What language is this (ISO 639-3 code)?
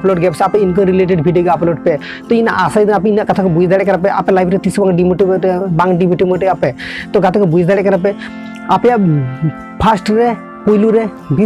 sat